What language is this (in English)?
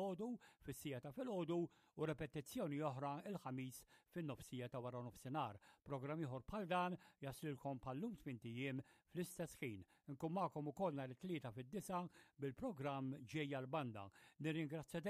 Maltese